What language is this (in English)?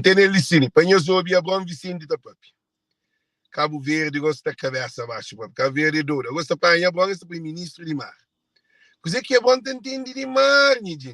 Kabuverdianu